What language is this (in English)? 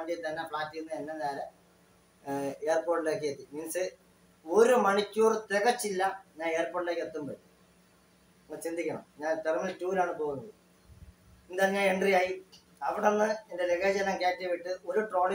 Malayalam